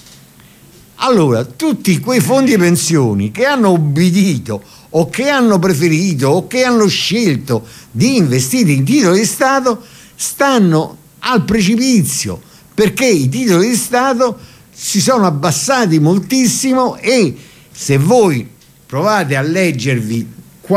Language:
Italian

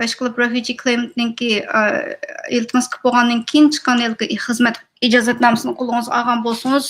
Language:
Uyghur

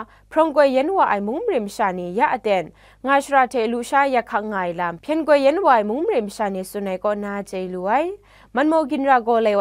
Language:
Kachin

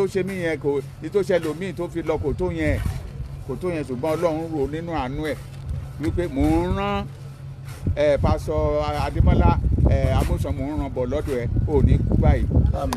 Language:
Yoruba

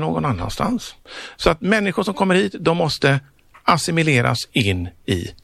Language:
Swedish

